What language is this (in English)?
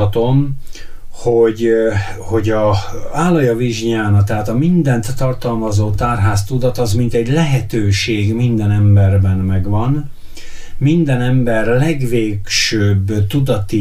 Hungarian